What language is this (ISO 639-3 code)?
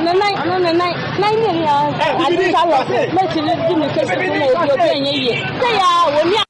aka